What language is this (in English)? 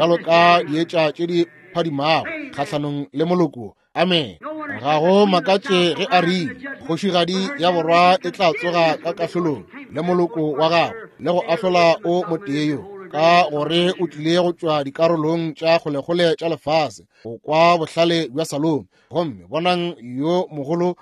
Northern Sotho